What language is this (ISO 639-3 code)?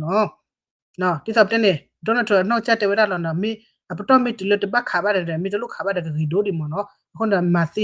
ksw